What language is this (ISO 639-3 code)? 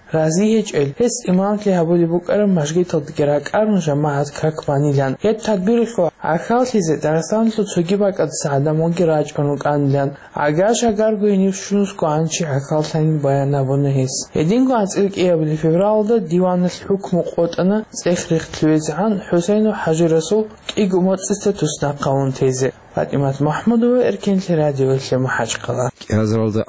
ava